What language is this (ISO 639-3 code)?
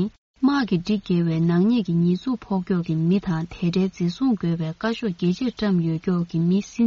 bod